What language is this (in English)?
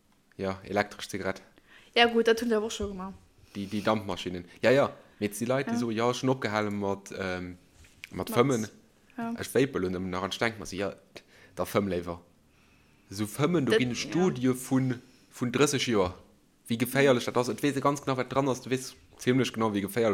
Luxembourgish